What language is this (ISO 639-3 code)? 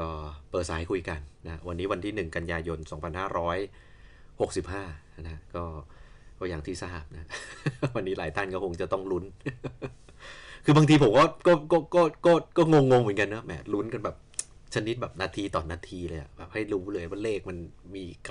tha